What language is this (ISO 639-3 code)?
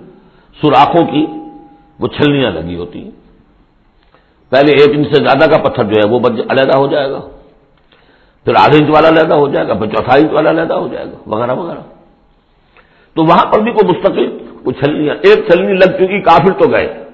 urd